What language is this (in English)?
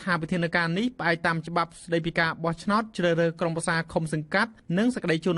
Khmer